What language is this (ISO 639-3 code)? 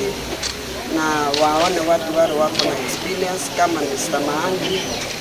guz